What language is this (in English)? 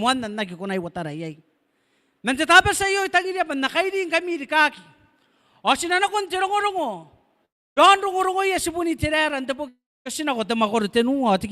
Gilbertese